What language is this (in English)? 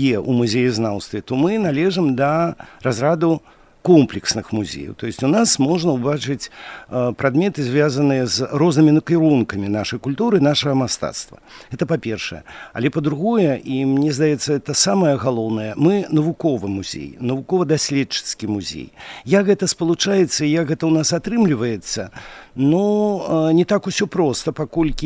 Belarusian